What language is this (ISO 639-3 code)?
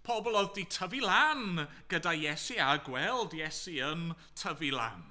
cym